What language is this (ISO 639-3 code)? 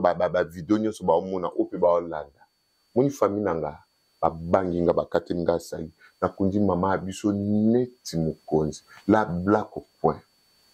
lin